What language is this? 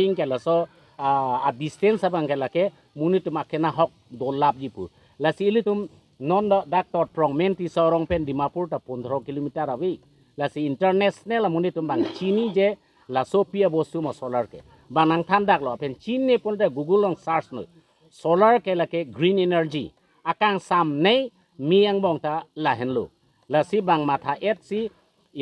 Karbi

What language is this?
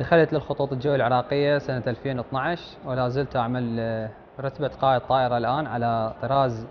Mesopotamian Arabic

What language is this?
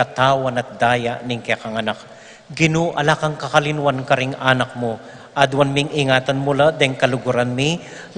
Pampanga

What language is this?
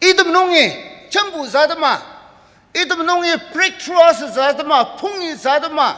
Ao Naga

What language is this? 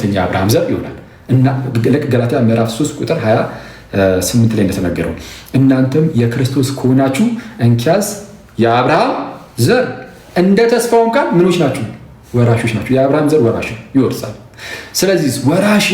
Amharic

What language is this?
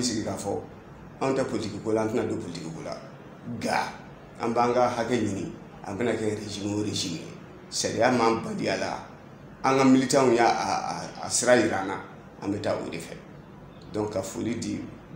Bambara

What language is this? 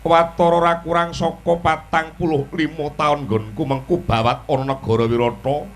Javanese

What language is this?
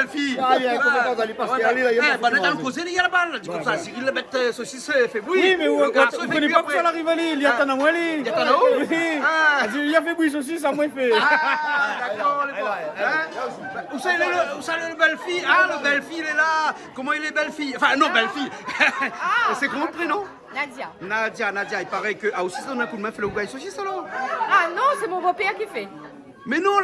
Réunion Creole French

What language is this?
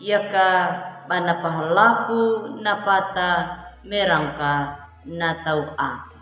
Anakalangu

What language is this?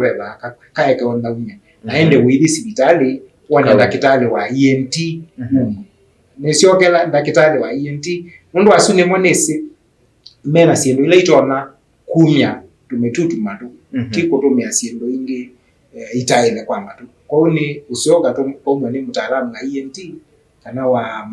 Kamba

